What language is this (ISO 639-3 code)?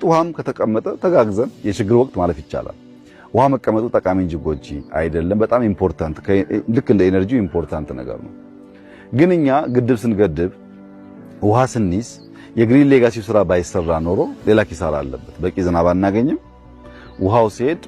amh